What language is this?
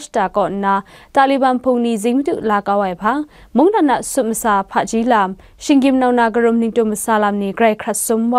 Kachin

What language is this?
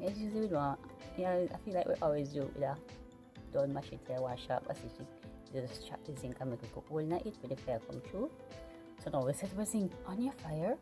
Jamaican Creole English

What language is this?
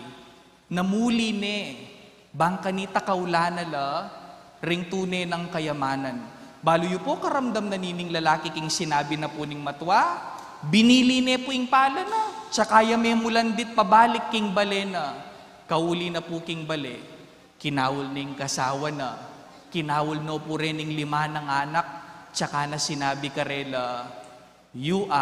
Pampanga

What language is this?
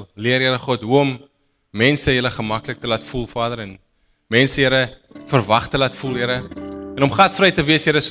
Afrikaans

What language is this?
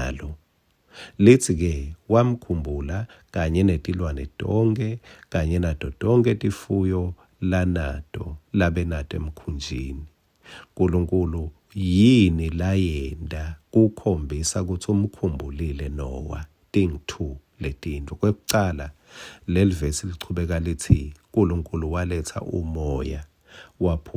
Swati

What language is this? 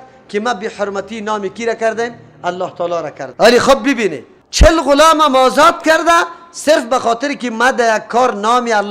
Persian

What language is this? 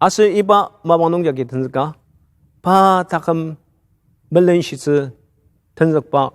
Ao Naga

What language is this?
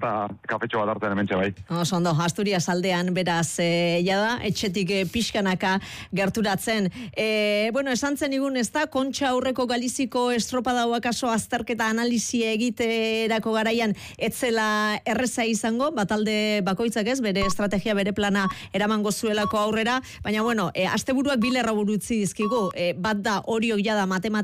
Basque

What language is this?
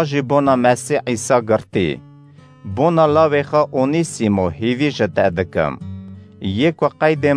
Kurdish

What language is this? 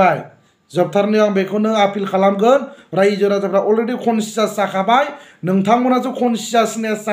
Bodo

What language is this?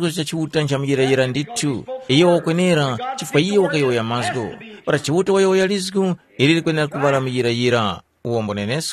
Tumbuka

